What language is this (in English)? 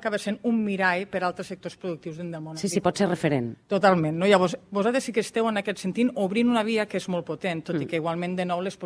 Catalan